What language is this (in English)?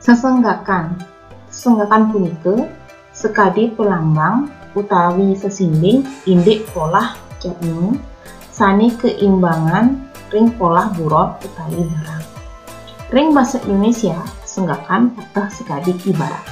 Balinese